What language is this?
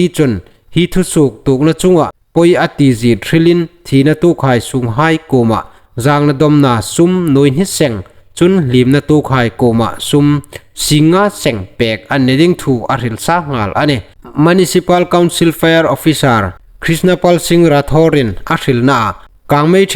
Hmar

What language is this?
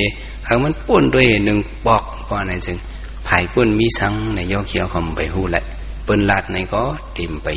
Shan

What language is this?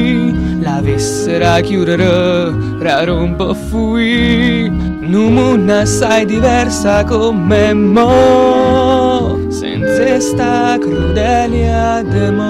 Neapolitan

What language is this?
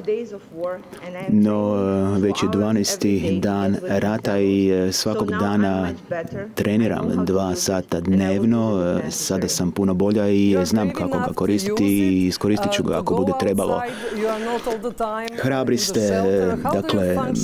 Croatian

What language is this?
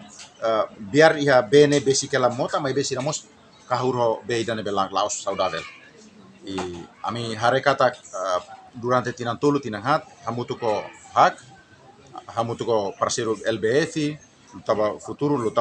Tetum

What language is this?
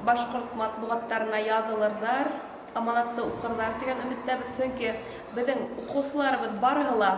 Bashkir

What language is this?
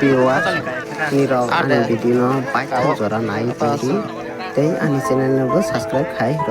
Kok Borok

